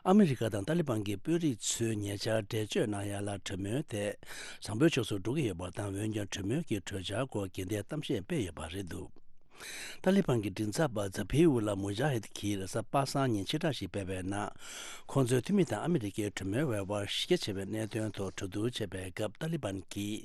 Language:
Tibetan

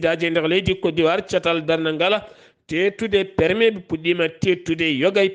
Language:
Fula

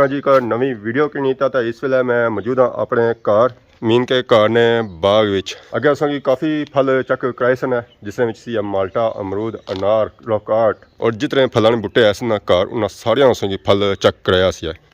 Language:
Pahari-Potwari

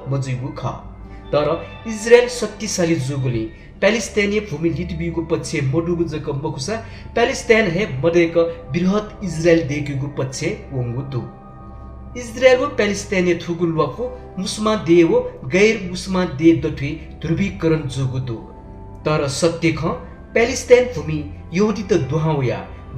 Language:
Newari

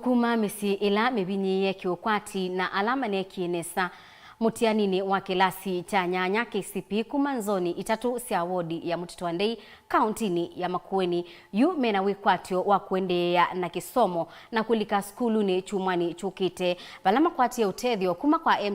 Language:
Kamba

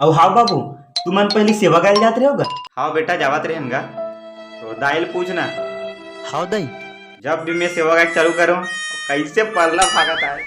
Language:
Chhattisgarhi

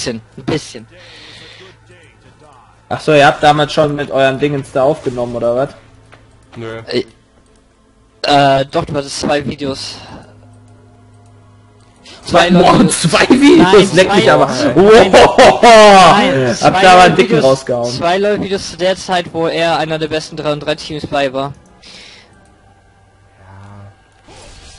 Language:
German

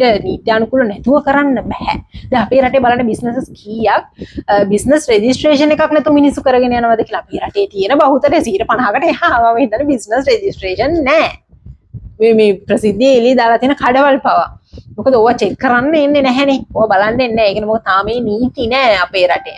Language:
Sinhala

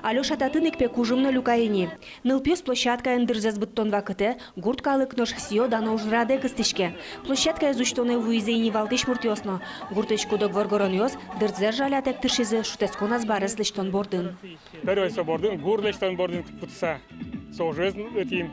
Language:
Udmurt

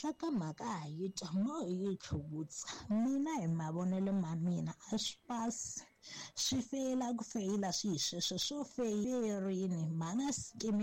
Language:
Tsonga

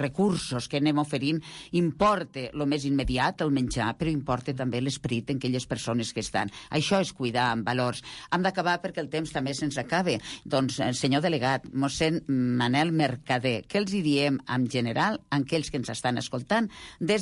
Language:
Catalan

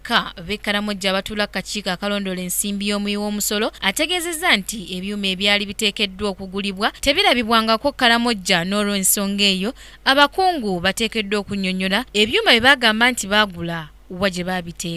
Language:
Ganda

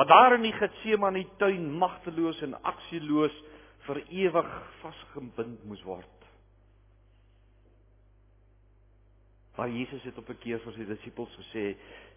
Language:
Afrikaans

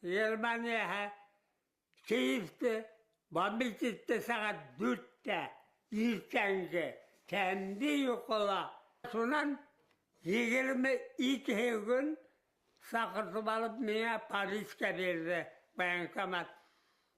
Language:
Bashkir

